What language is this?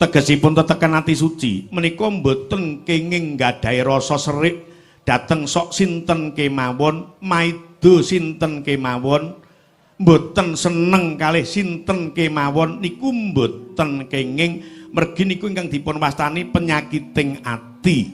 Javanese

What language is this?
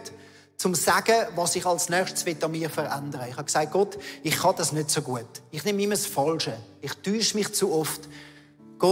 Swiss German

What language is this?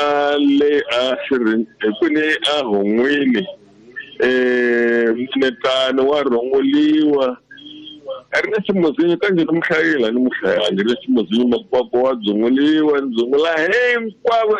Tsonga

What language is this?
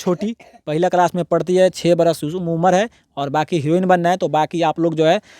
Bhojpuri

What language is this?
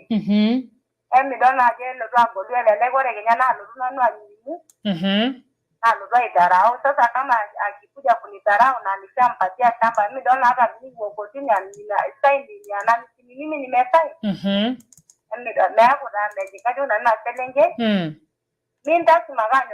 Masai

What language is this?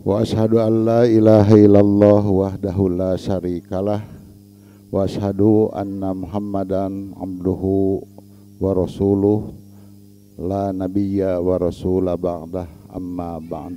Sundanese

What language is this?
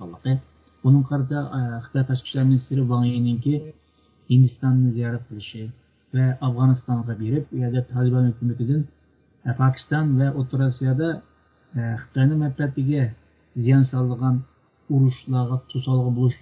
Uyghur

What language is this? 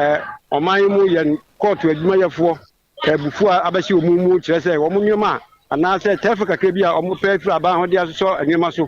Akan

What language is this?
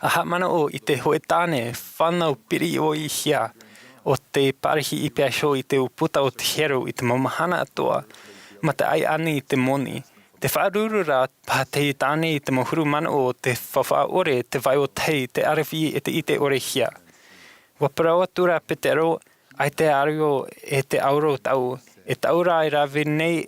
Tahitian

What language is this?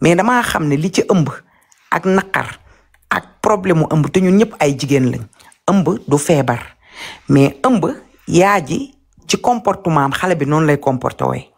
Wolof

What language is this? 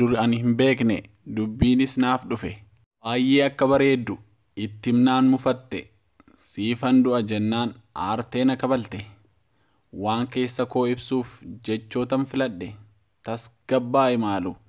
Oromo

